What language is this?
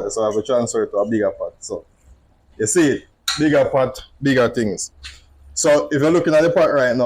Jamaican Creole English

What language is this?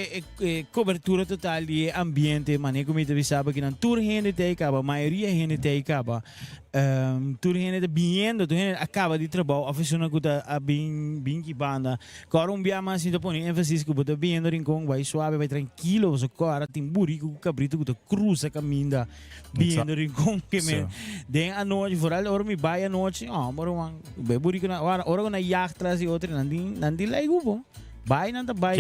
Papiamento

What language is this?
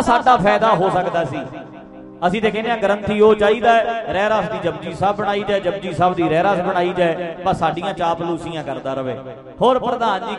Punjabi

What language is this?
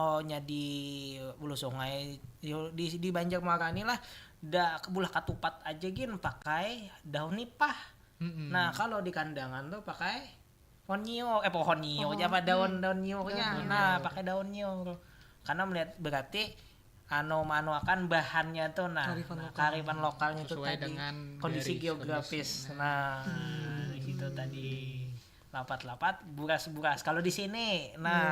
Banjar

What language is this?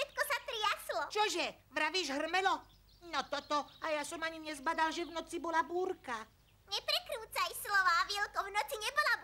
Slovak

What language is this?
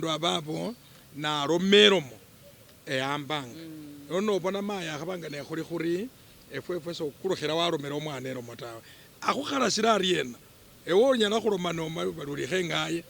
Masaaba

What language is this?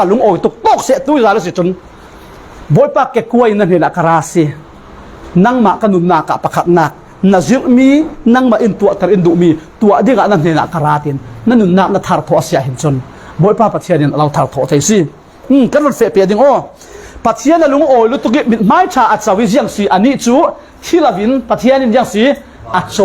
Falam Chin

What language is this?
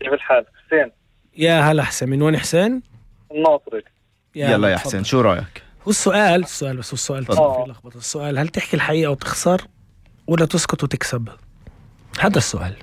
North Levantine Arabic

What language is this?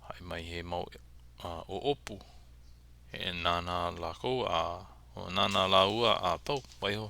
Hawaiian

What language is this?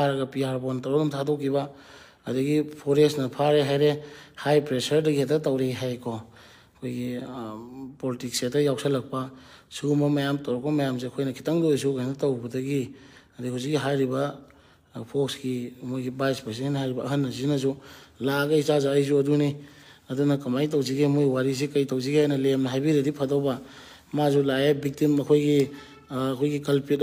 Manipuri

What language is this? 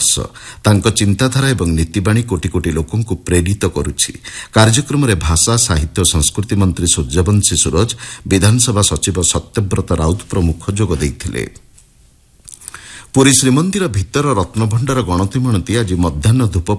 Odia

